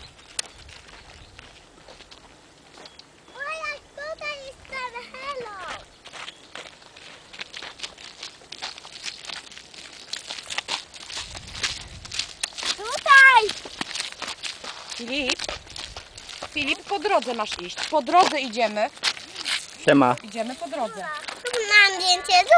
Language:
Polish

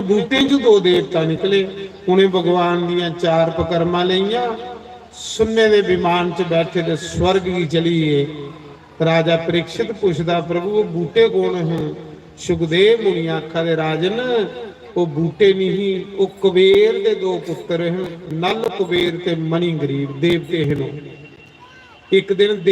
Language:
Dogri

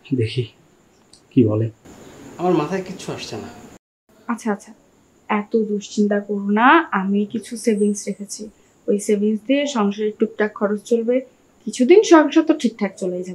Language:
Bangla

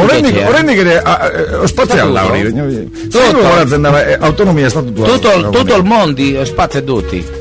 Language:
Basque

